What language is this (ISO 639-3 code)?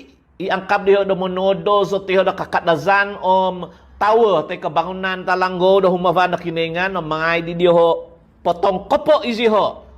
dtp